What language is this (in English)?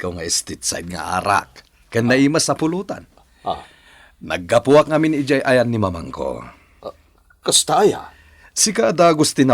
Iloko